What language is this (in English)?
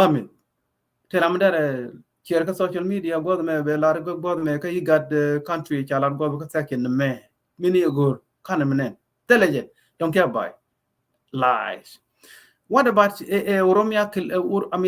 Nuer